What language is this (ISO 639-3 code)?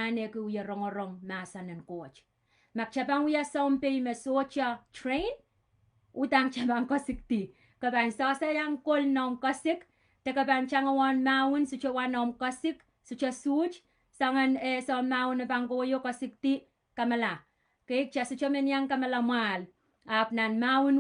pon